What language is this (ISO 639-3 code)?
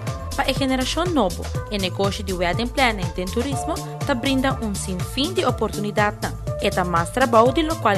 pap